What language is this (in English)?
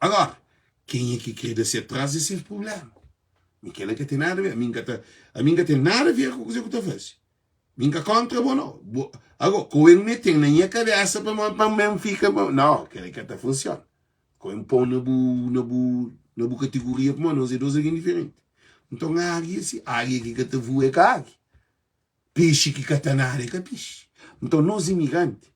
Kabuverdianu